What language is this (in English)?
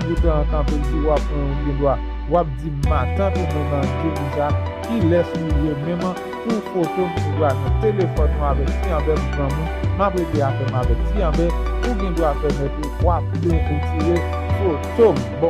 Haitian Creole